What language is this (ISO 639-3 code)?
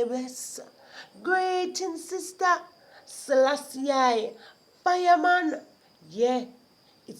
jam